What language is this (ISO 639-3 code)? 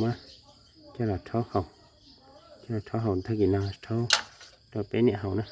hmn